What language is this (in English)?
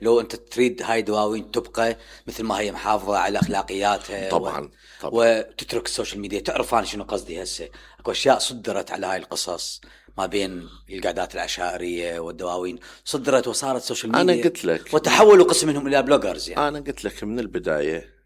Mesopotamian Arabic